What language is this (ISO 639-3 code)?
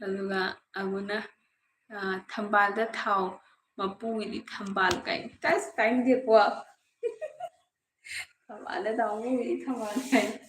mni